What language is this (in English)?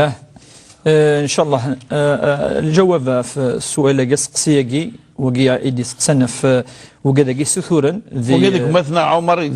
Kabyle